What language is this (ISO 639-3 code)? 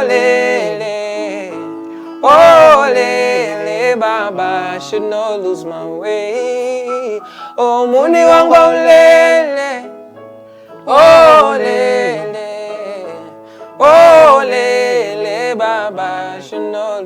nya